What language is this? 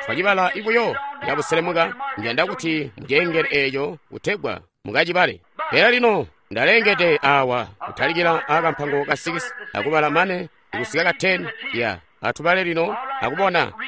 Tonga (Zambia)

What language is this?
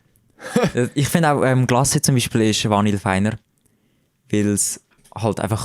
Swiss German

